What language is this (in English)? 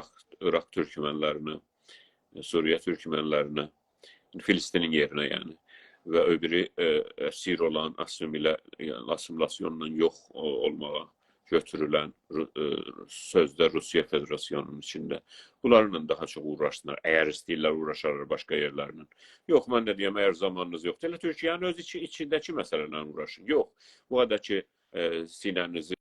South Azerbaijani